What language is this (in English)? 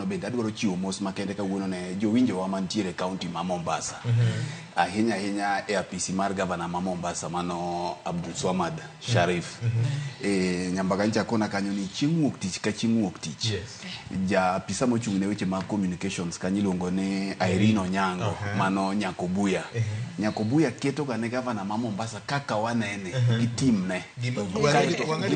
Luo (Kenya and Tanzania)